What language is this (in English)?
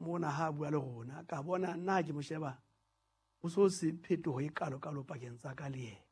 Southern Sotho